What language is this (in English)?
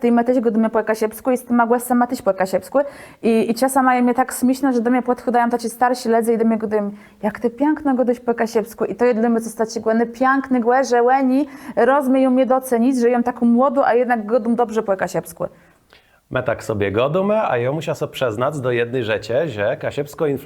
Kashubian